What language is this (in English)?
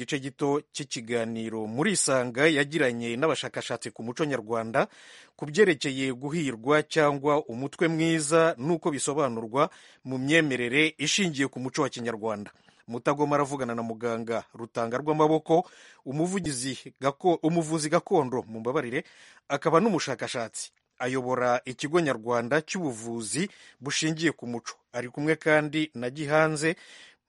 Kinyarwanda